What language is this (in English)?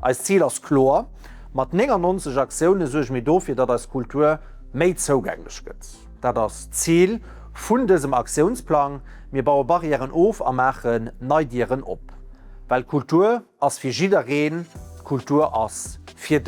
Luxembourgish